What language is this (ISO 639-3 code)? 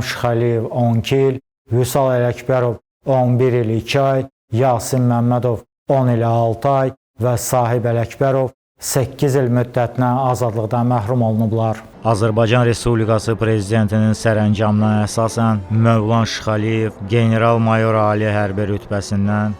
aze